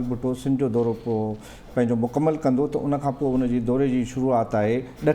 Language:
Sindhi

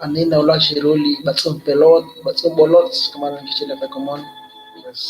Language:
Kekchí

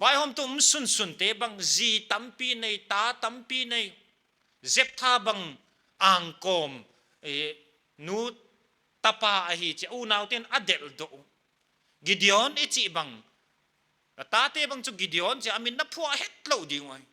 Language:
Paite Chin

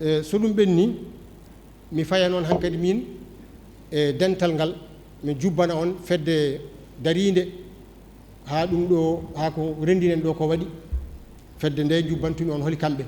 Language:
Fula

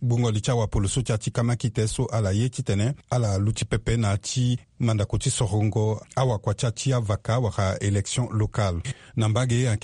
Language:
Sango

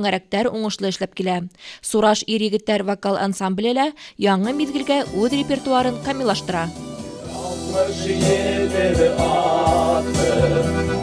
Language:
Bashkir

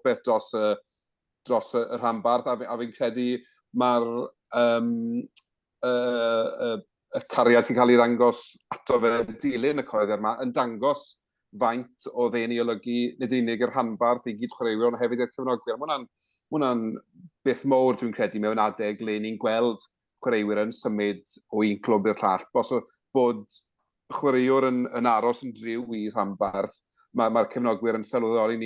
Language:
Welsh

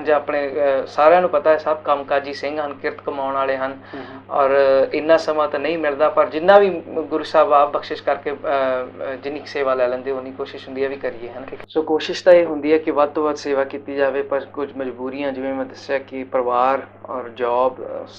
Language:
Punjabi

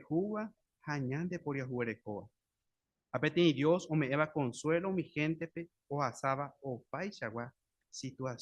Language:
Guarani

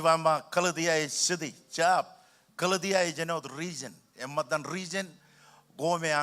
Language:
Marshallese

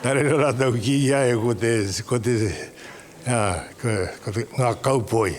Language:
Māori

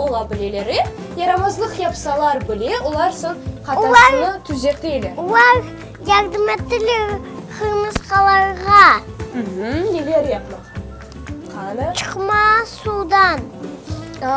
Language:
Crimean Tatar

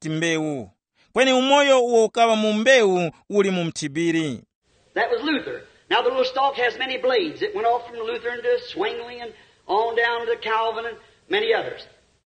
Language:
Tumbuka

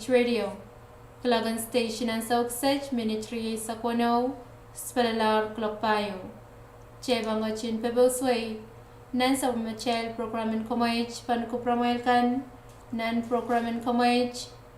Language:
Pohnpeian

